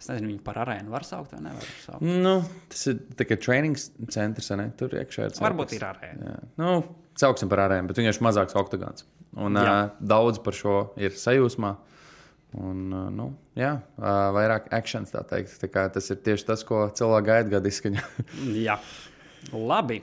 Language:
Latvian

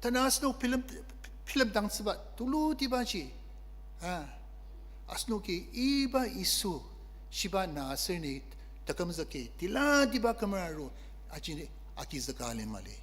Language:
Ao Naga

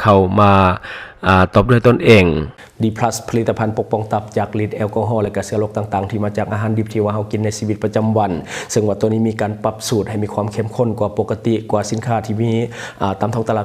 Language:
Lao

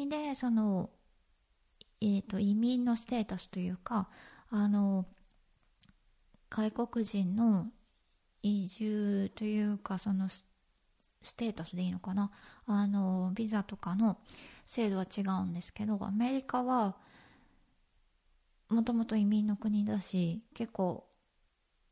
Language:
Japanese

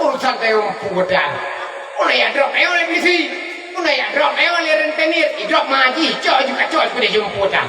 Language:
Achinese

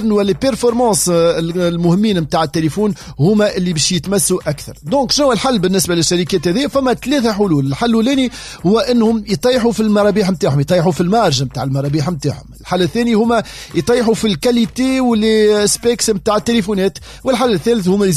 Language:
Tunisian Arabic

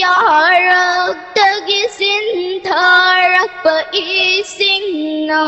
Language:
Manipuri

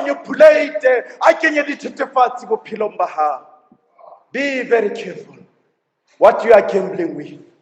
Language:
Southern Sotho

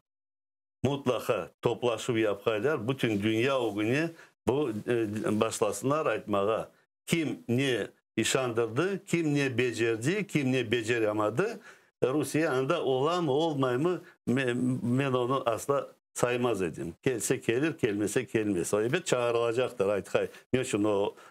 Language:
Crimean Tatar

